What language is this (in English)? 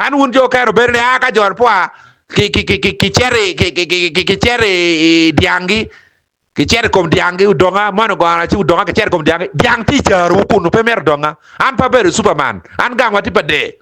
Acoli